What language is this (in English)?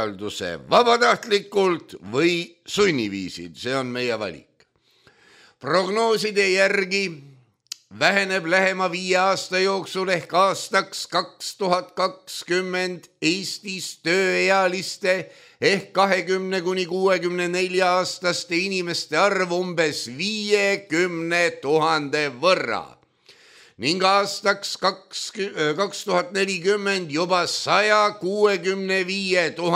Estonian